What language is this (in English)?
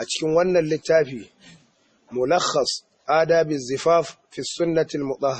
Hausa